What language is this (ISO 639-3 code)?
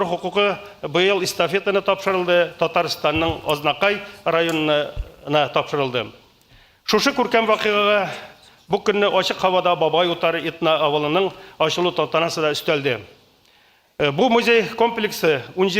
tat